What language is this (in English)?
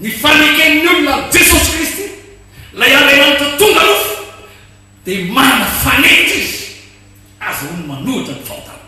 Malagasy